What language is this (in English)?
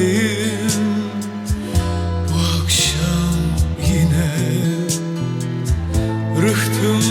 Turkish